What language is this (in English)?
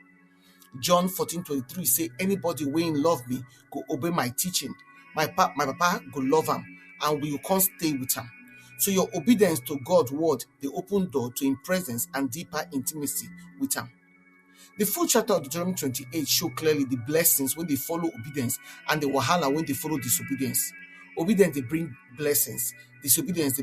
Nigerian Pidgin